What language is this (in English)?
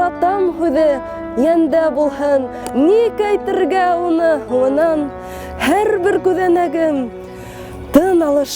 Bashkir